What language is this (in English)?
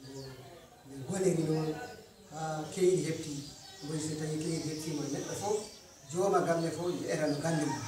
Fula